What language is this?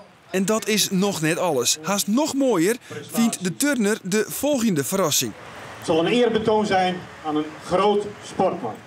Western Frisian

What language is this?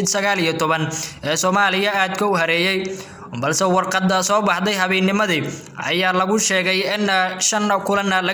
Somali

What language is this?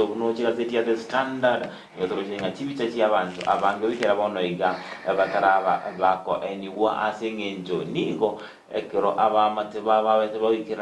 Gusii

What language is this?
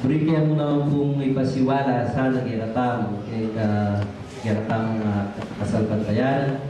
Pampanga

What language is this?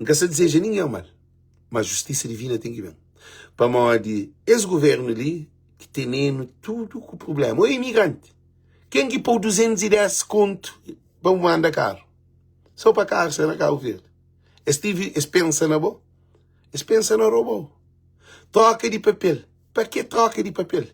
Kabuverdianu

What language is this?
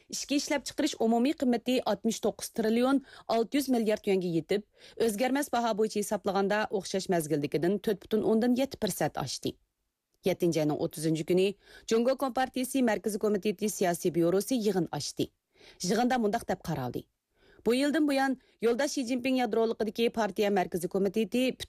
Uyghur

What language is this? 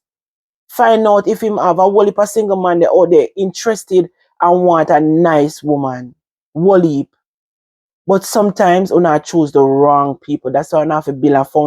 Jamaican Creole English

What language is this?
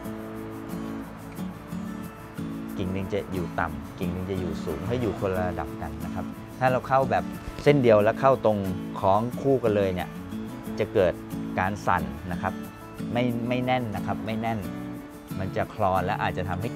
Thai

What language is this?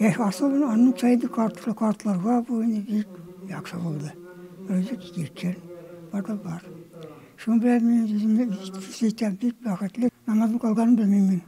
Tatar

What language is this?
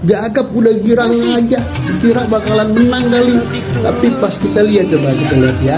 Betawi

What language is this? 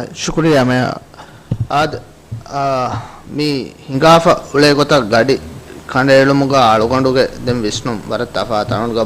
Divehi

